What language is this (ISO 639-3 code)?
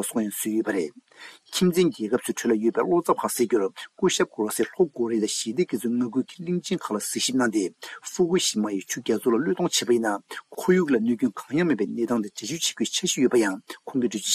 bod